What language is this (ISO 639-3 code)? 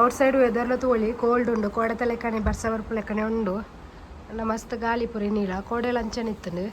tcy